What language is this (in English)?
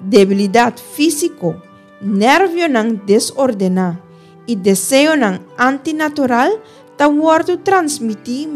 Papiamento